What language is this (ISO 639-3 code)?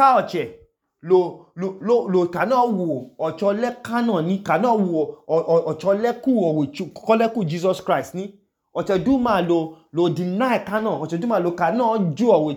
idu